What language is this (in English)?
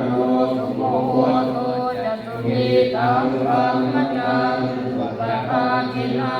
Pali